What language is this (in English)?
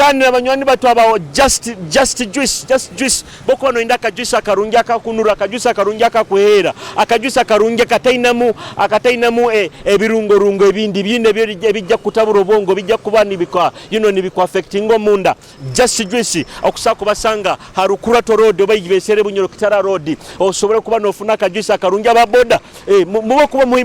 Nyoro